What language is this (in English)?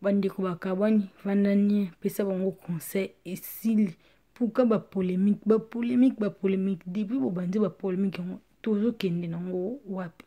Lingala